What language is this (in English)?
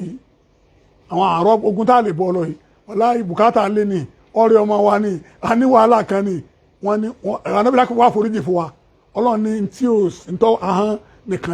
Yoruba